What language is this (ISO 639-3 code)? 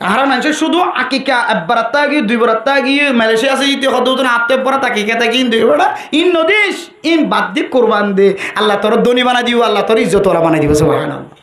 rhg